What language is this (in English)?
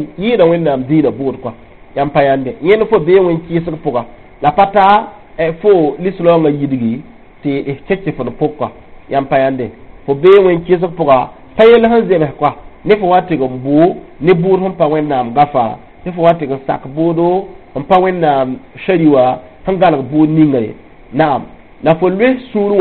Mossi